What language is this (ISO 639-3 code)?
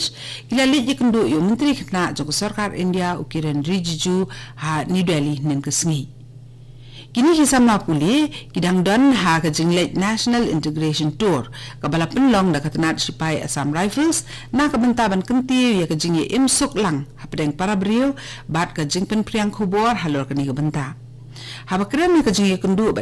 kha